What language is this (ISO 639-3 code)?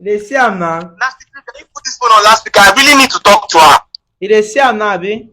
pcm